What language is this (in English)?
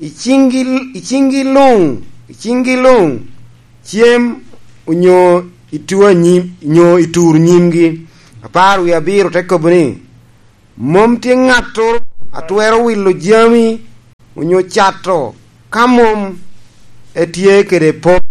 Lango (Uganda)